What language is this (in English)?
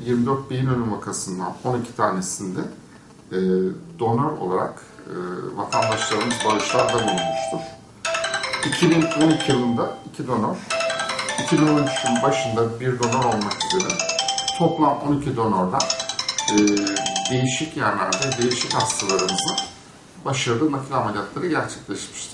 Turkish